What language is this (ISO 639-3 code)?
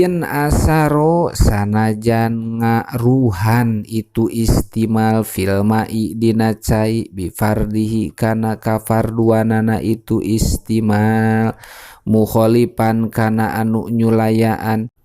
sun